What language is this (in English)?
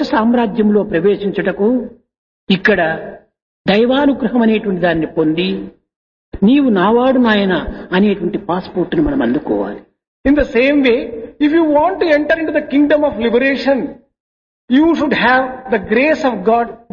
Telugu